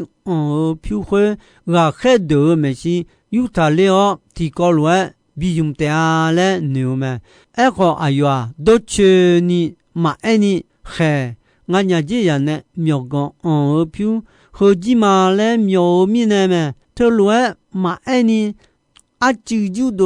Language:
Akha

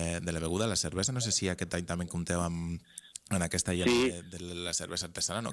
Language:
Catalan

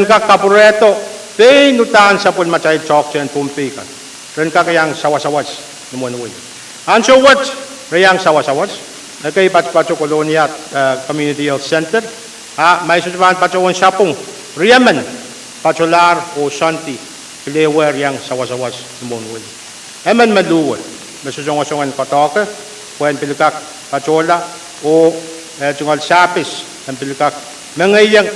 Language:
Pohnpeian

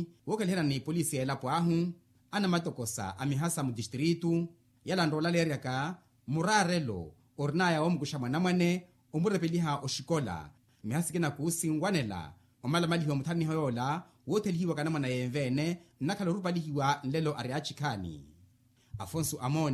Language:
Makhuwa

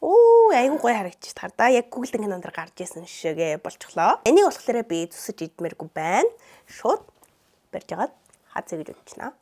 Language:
Mongolian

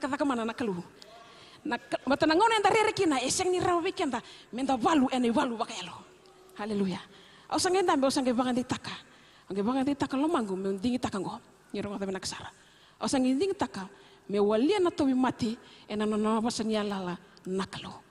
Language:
Fijian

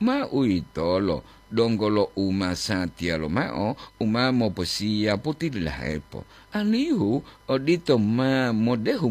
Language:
Gorontalo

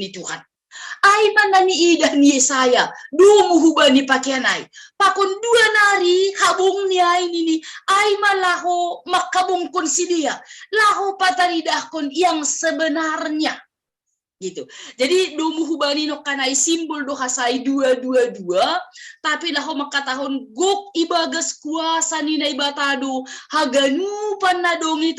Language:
Batak Simalungun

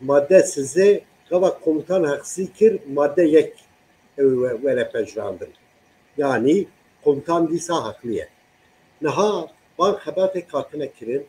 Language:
Kurdish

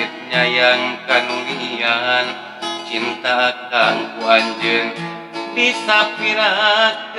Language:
Sundanese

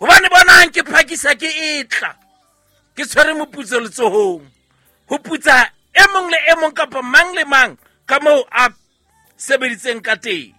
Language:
Southern Sotho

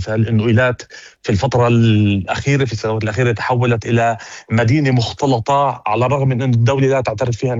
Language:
North Levantine Arabic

